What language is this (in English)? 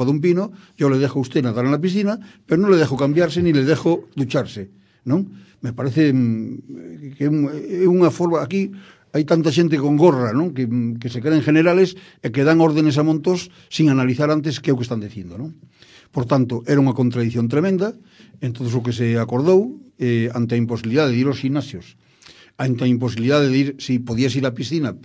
Galician